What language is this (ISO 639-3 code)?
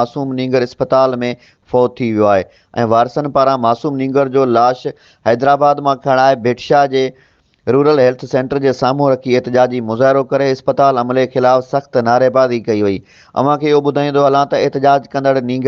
snd